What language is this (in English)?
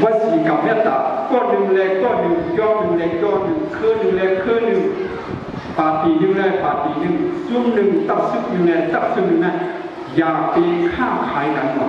Shan